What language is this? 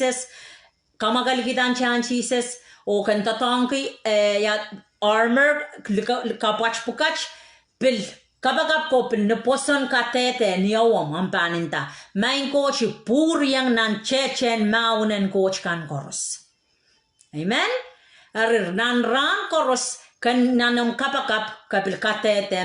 Pohnpeian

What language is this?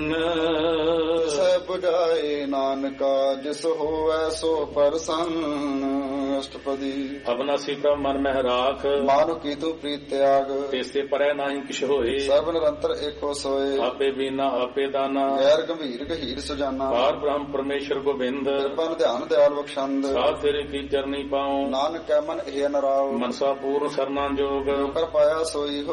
Punjabi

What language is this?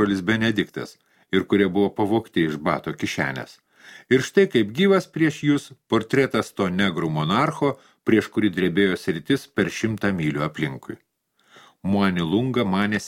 Lithuanian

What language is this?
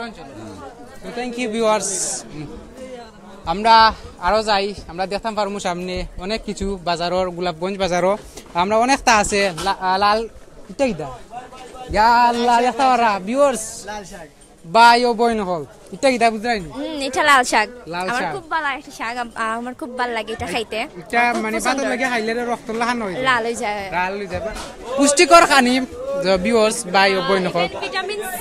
Sylheti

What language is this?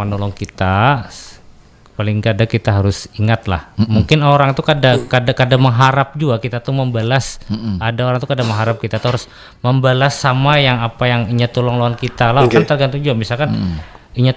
Banjar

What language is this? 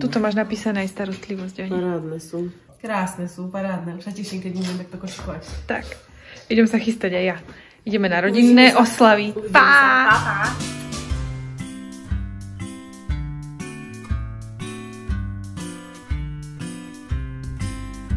Slovak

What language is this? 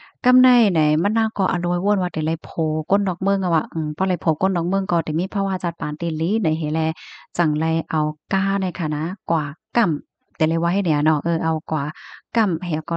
Shan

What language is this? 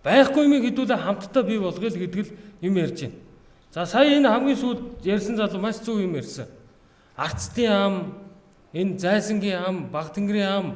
Mongolian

